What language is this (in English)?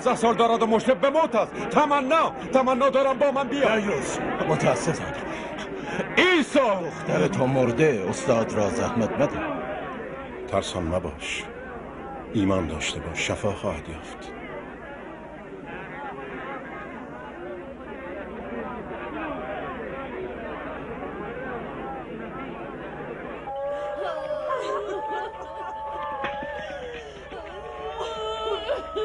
Persian